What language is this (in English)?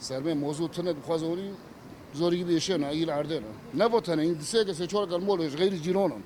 Kurdish